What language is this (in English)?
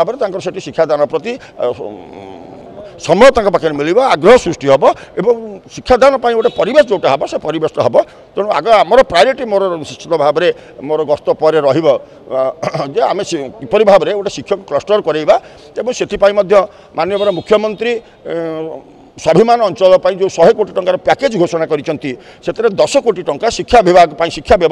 Odia